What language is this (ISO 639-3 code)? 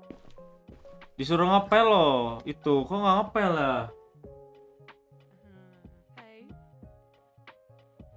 ind